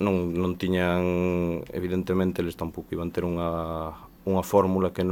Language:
Galician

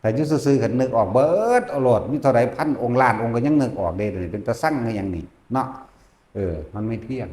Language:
Northeastern Thai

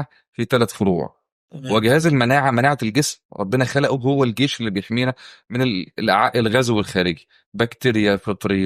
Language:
Egyptian Arabic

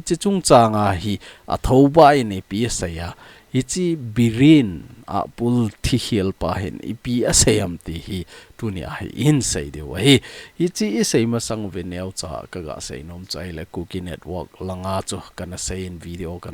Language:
Thado Chin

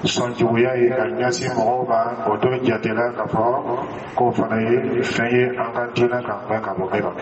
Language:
Dyula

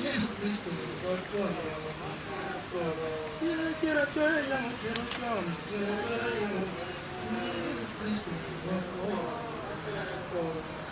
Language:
Acoli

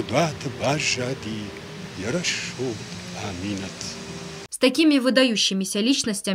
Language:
Ossetic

